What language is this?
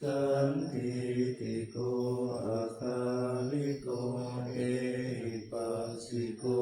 Pali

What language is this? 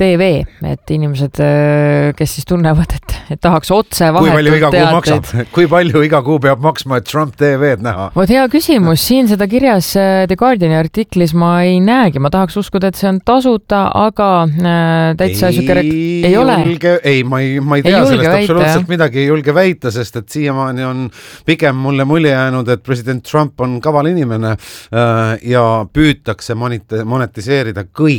Estonian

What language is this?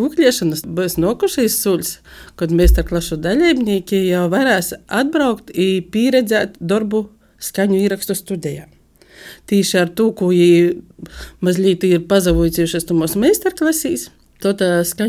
Latvian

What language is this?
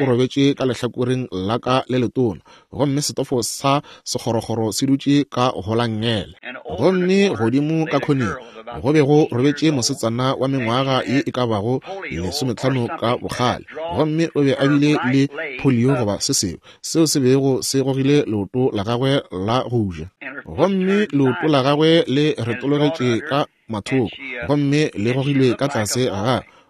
Northern Sotho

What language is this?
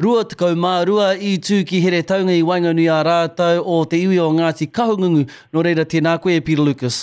Māori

